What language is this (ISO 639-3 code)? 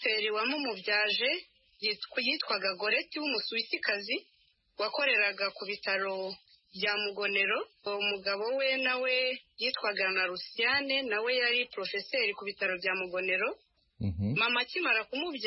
kin